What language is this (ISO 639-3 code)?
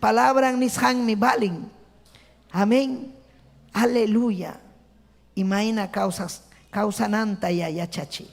quy